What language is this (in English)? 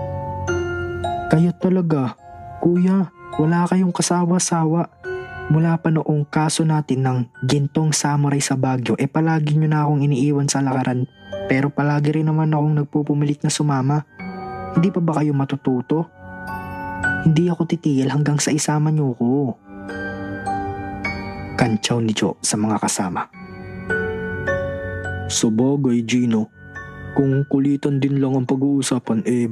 Filipino